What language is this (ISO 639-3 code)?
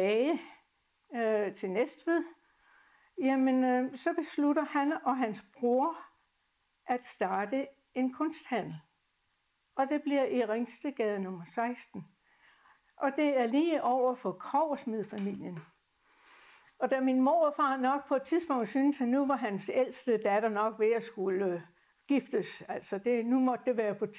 dan